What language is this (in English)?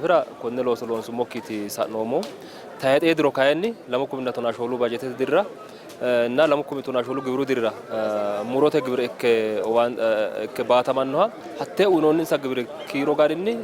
Sidamo